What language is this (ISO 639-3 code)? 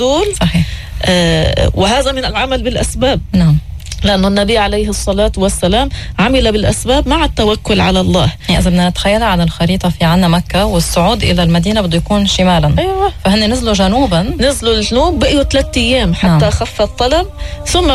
apc